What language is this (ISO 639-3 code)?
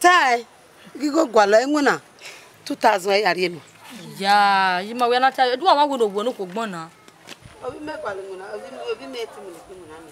bin